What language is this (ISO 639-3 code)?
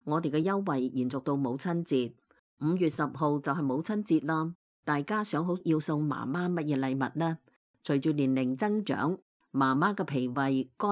yue